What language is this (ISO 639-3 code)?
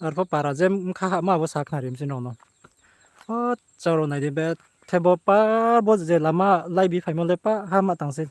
ria